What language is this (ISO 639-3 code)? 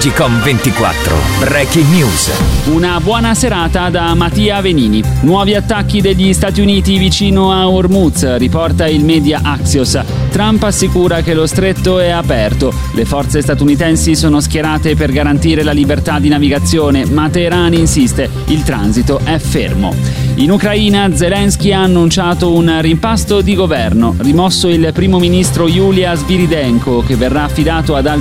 ita